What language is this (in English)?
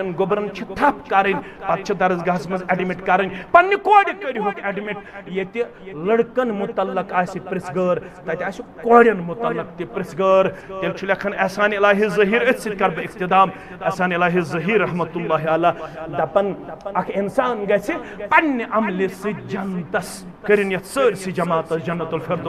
Kashmiri